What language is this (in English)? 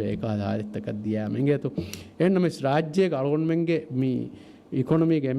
Divehi